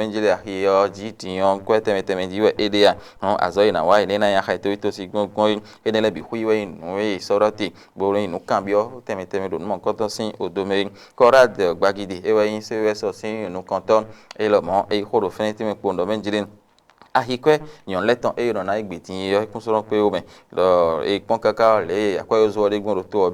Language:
Fon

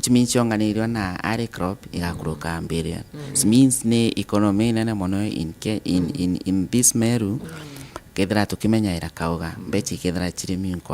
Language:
Meru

